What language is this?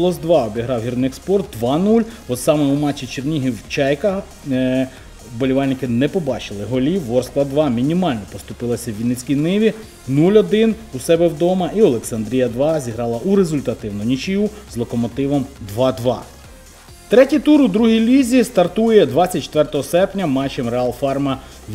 Ukrainian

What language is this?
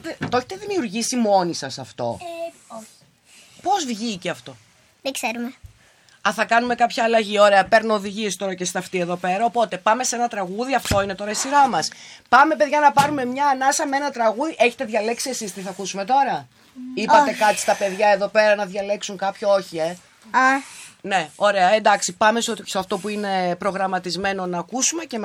Greek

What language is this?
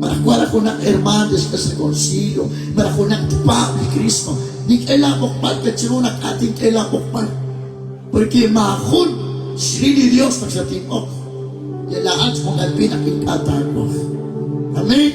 Kekchí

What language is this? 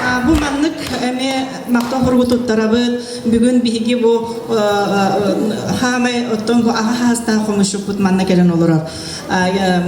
Yakut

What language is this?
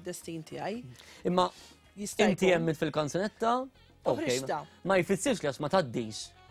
Maltese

